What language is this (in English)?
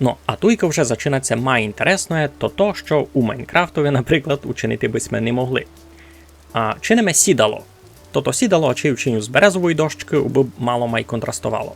Rusyn